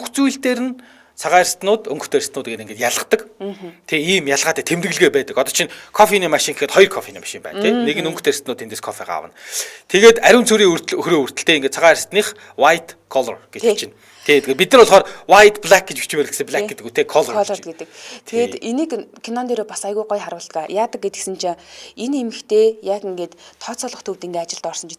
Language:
Mongolian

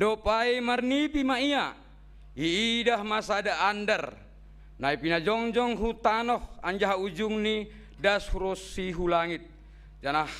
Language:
Batak Simalungun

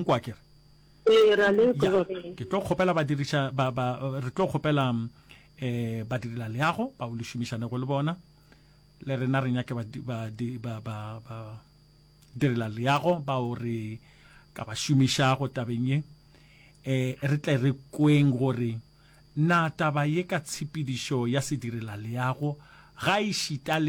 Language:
Northern Sotho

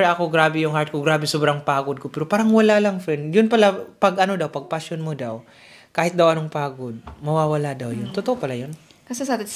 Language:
Filipino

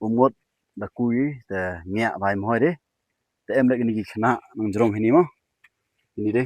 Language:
Khasi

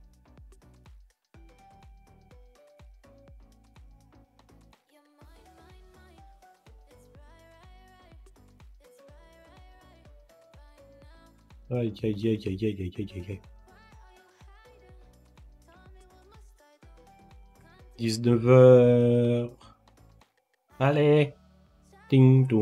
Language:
French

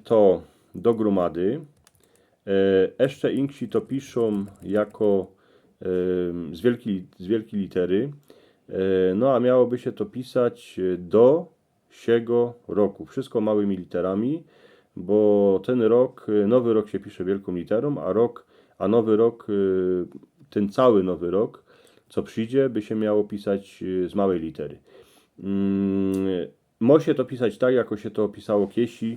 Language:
Silesian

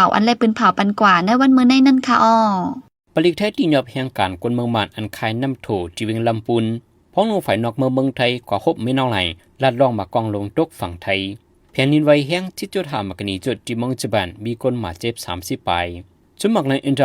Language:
Shan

